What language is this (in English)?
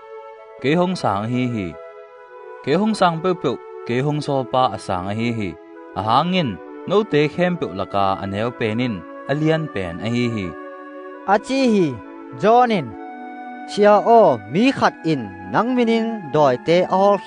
Tedim Chin